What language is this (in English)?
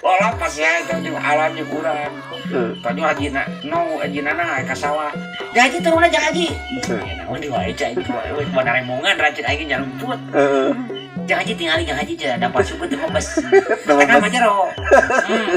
Sundanese